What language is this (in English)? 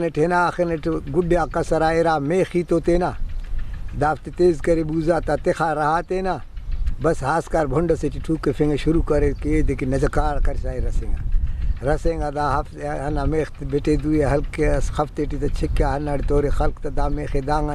Brahui